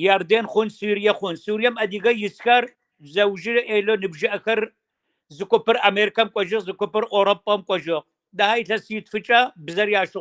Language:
Kabardian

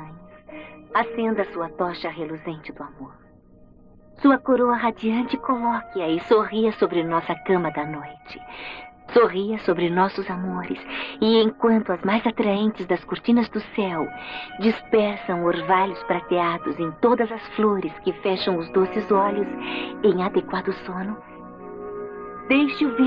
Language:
Portuguese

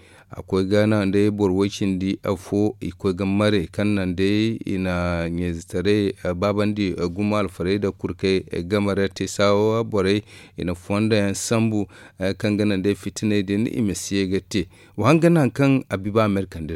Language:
Zarma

